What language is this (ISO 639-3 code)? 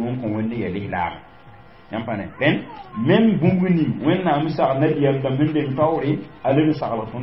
mos